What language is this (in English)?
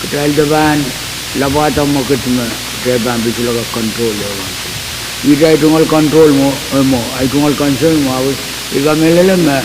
Pohnpeian